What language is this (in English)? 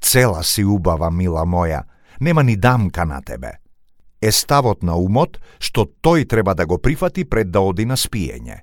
Macedonian